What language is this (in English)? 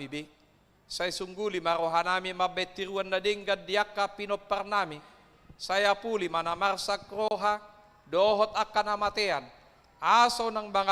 Batak Toba